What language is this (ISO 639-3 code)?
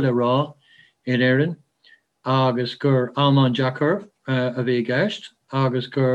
gle